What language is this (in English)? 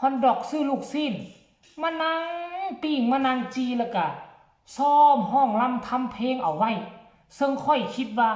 Northeastern Thai